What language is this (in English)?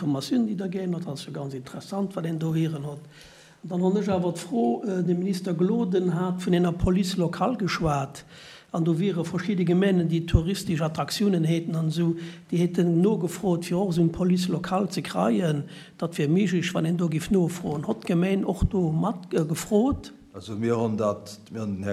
Luxembourgish